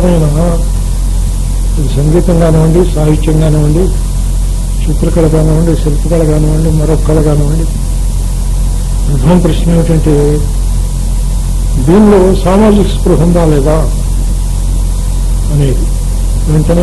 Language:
Telugu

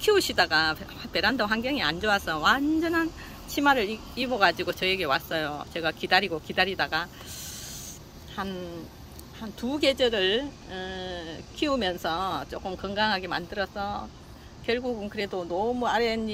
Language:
Korean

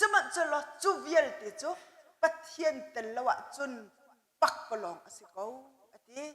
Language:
Hakha Chin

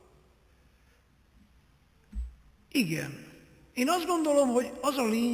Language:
Hungarian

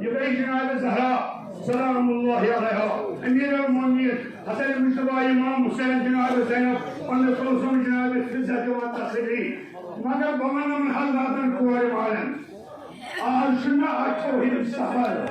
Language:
Kashmiri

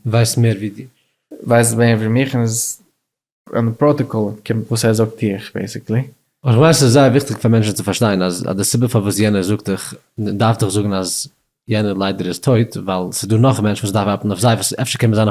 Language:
Yiddish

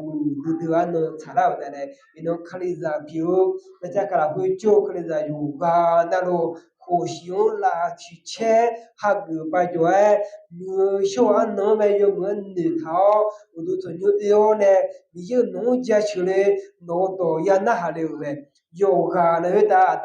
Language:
Akha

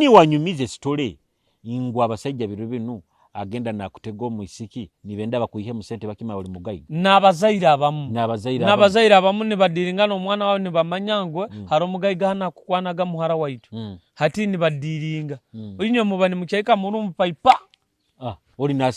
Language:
Nyoro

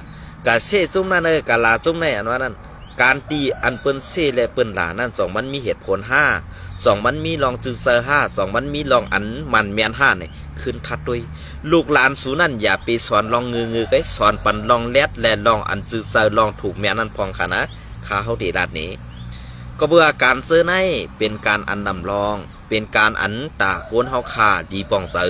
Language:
Shan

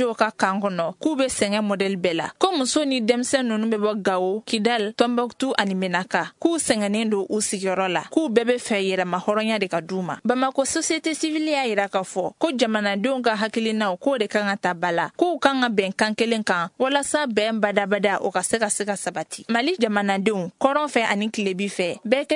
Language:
Bambara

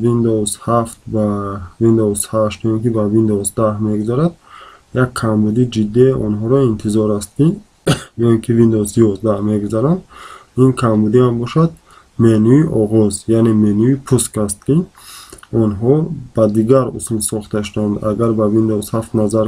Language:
Tajik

